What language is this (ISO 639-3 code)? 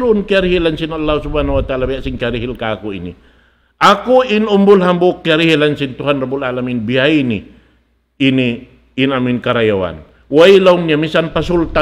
tsg